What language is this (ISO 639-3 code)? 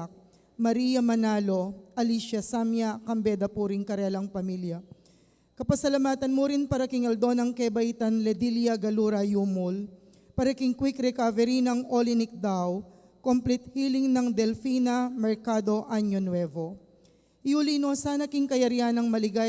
pam